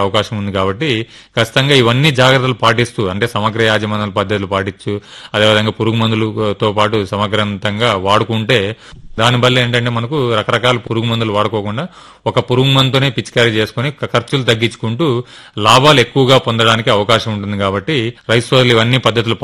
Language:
Telugu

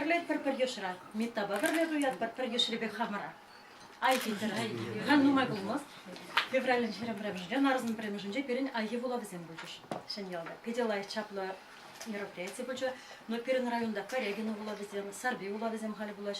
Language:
Chuvash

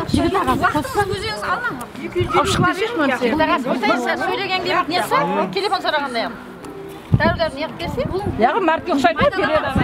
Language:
Kara-Kalpak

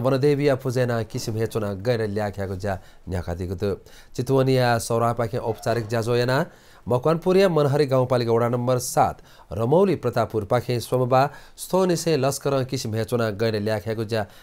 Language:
Newari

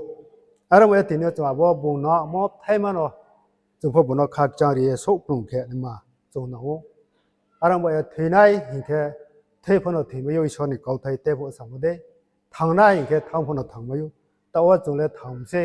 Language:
Riang (India)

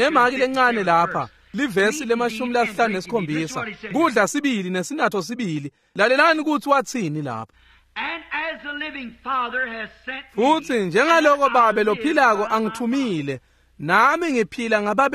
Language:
Swati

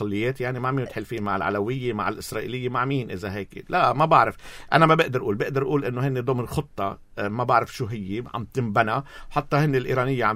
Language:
North Levantine Arabic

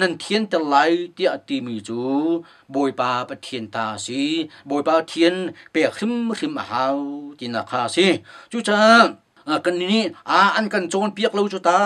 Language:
Hakha Chin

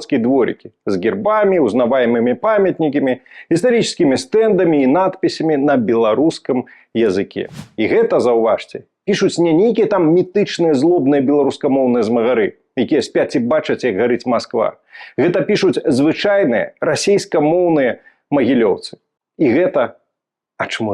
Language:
Belarusian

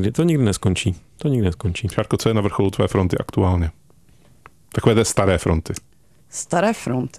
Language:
Czech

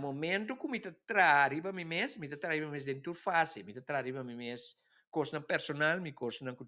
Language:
Papiamento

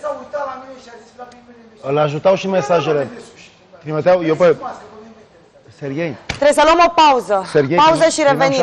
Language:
Romanian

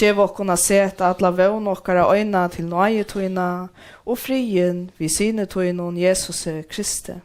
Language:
Faroese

